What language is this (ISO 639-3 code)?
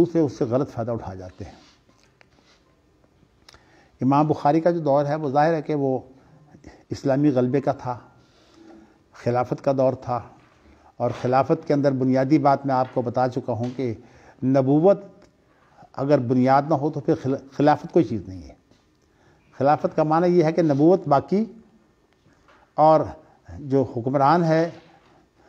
urd